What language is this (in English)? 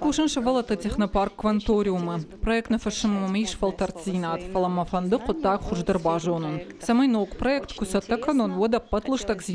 Ossetic